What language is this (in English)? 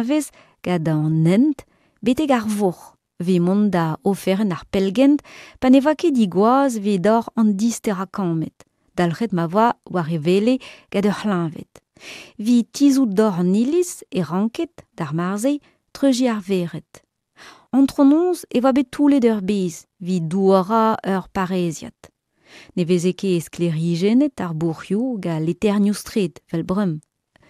Breton